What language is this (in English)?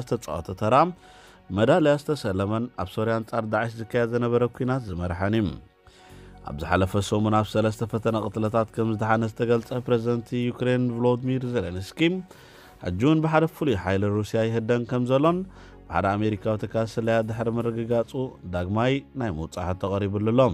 Tigrinya